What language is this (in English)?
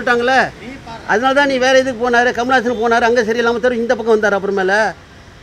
Tamil